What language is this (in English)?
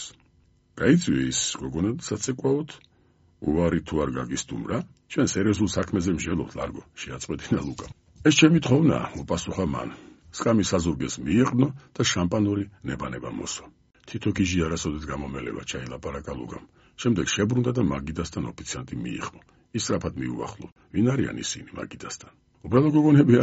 Georgian